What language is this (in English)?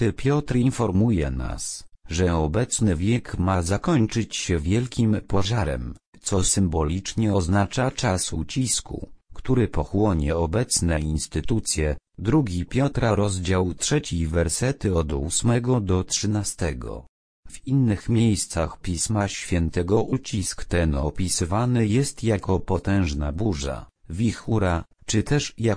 Polish